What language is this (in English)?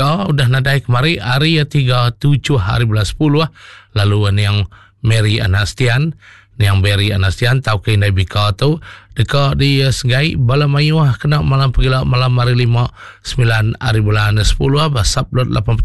Iban